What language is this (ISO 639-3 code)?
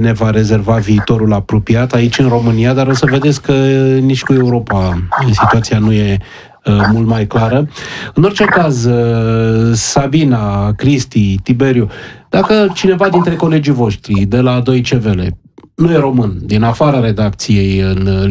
ron